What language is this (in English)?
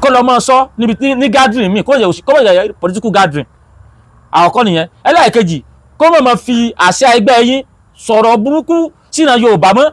Yoruba